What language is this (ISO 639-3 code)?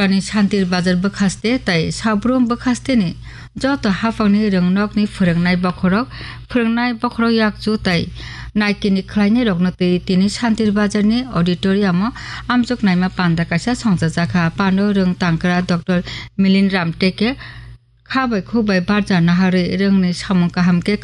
trp